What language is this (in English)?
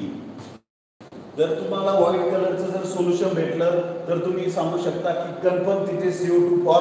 Marathi